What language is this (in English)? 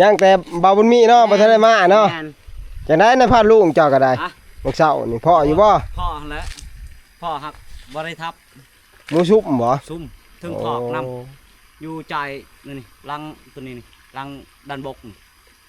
Northeastern Thai